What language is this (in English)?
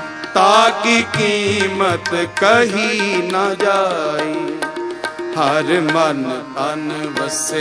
Punjabi